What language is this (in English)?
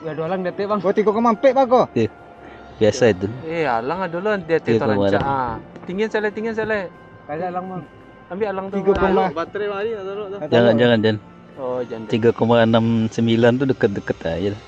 Minangkabau